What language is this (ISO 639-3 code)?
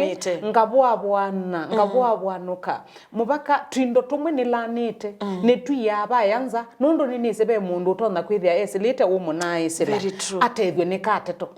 kam